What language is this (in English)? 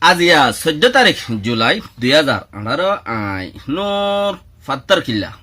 Rohingya